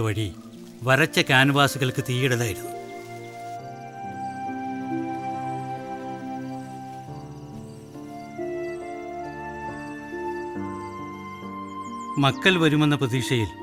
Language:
Malayalam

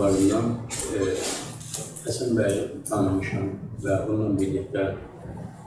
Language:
South Azerbaijani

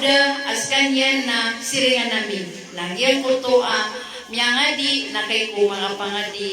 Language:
Maranao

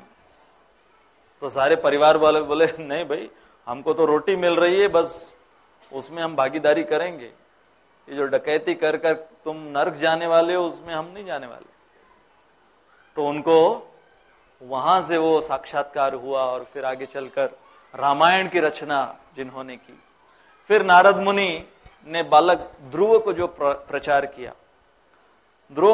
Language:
Hindi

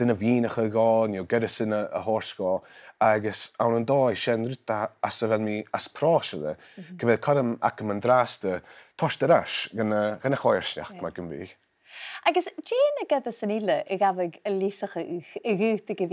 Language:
Scottish Gaelic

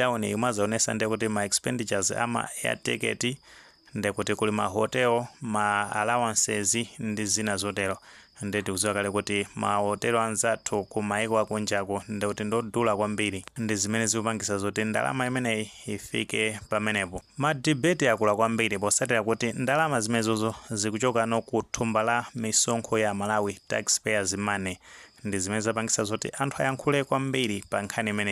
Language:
Nyanja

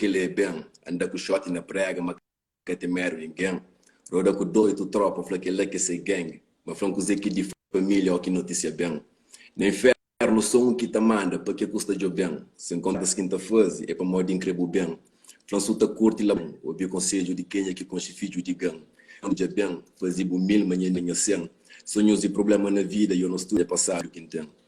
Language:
Kabuverdianu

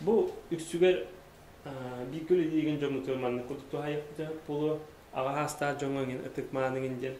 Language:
Yakut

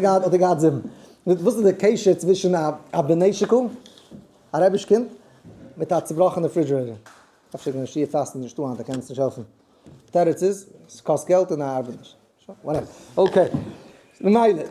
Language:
Yiddish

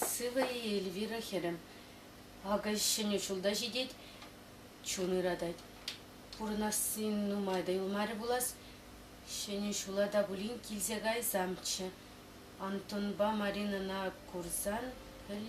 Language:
Chuvash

